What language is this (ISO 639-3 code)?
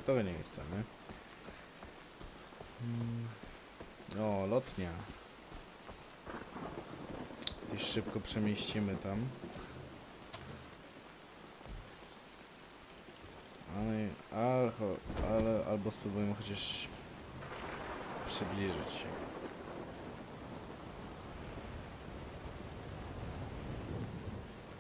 pol